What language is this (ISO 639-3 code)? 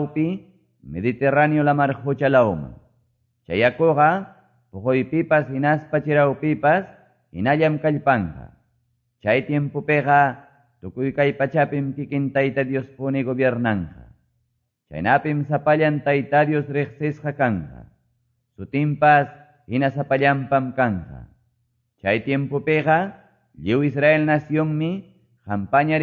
que